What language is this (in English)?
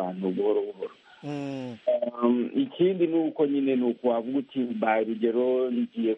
Kinyarwanda